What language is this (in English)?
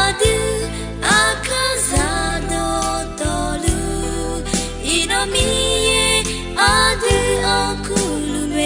Akha